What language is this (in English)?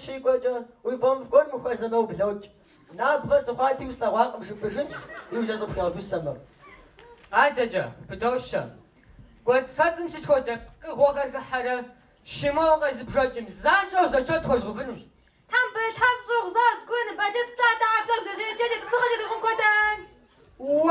Kabardian